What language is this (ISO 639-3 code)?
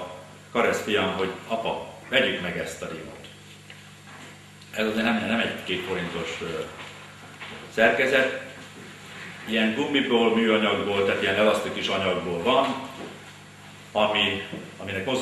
hun